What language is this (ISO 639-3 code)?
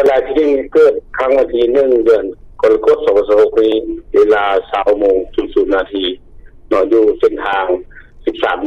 lao